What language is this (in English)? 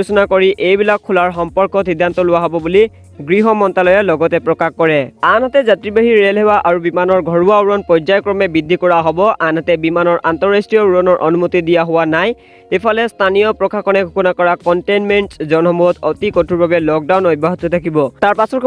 Assamese